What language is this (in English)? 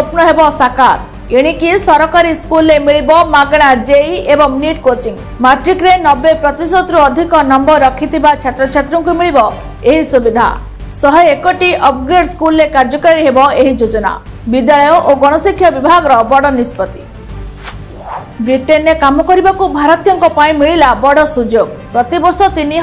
Odia